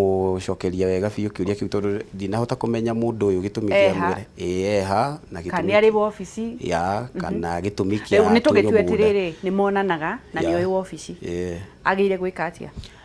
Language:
Kikuyu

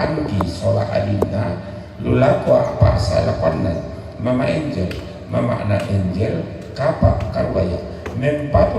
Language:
Toraja-Sa'dan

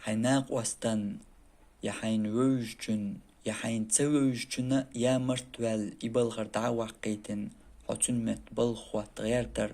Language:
Chechen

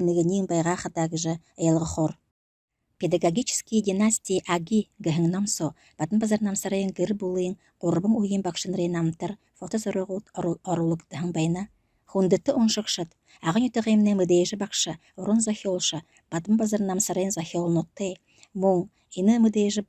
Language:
Buriat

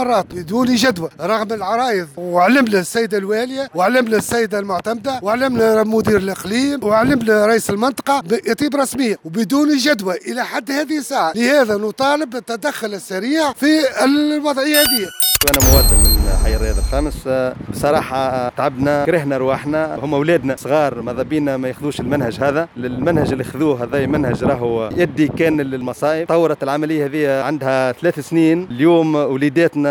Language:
Tunisian Arabic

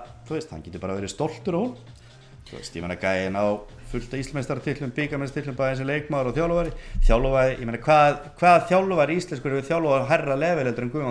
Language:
Icelandic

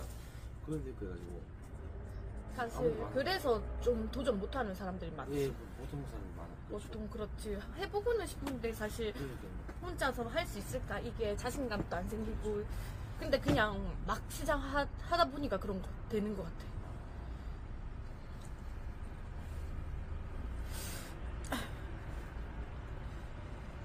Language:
Korean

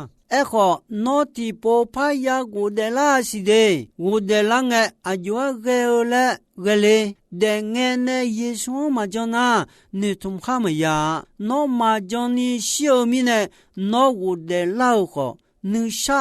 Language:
Akha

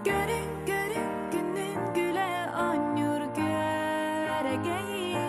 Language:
Yakut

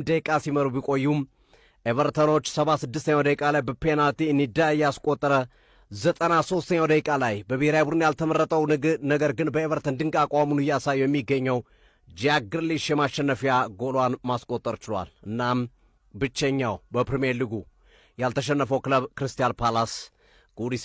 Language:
Amharic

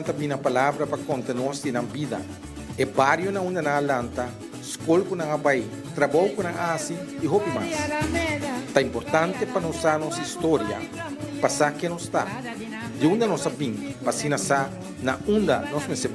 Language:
Papiamento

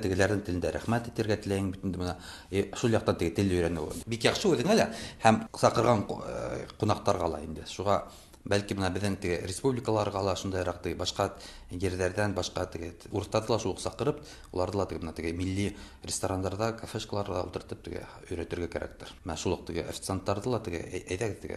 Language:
Tatar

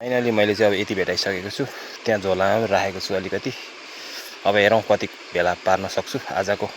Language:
Nepali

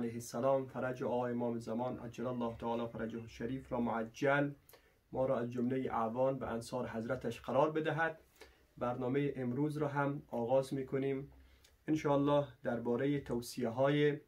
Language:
Persian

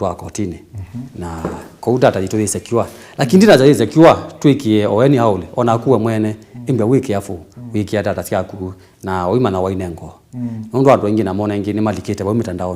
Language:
Kamba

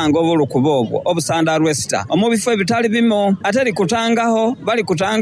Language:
Soga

